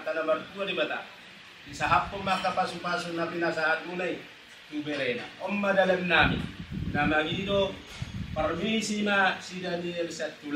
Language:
Batak Toba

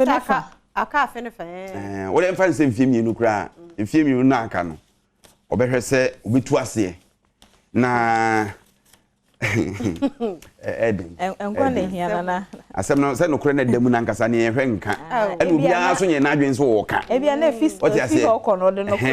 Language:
Akan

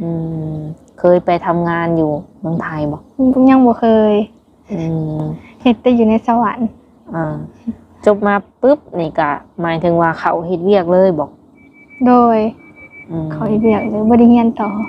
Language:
Lao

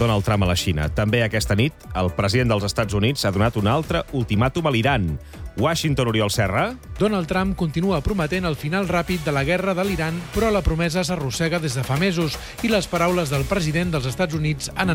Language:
Catalan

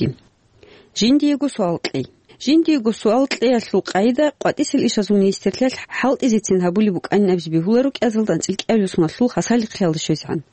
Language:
Avaric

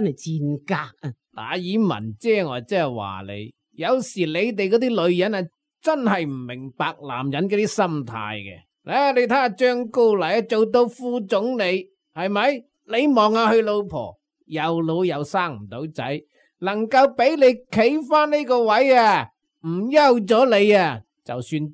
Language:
Cantonese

